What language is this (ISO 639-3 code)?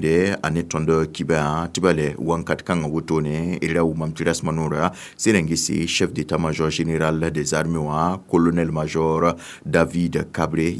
mos